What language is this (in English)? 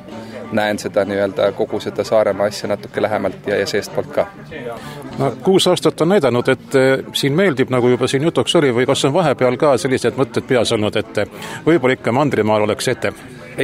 Estonian